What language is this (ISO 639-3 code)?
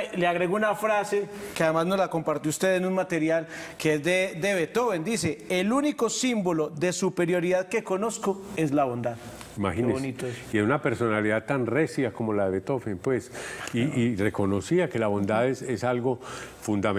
spa